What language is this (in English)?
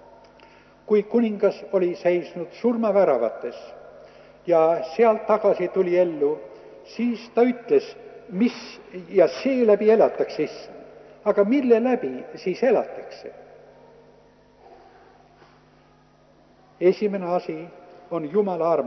Estonian